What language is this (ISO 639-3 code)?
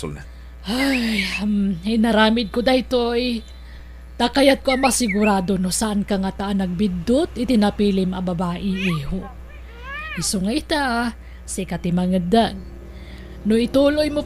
ilo